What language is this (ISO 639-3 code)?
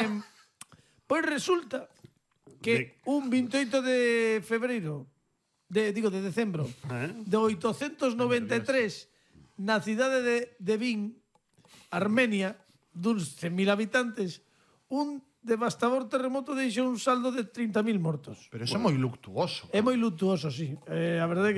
glg